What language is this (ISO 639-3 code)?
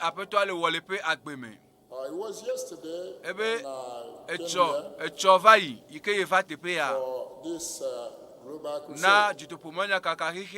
ewe